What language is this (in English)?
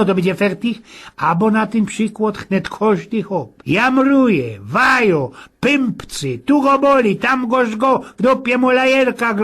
Silesian